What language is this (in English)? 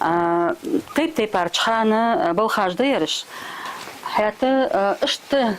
Ingush